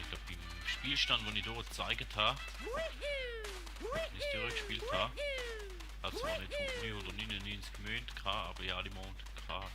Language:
Swiss German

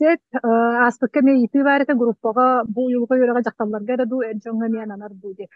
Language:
Yakut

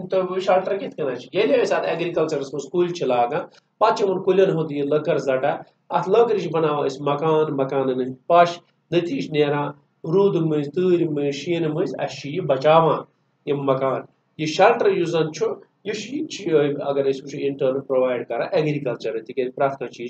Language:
Kashmiri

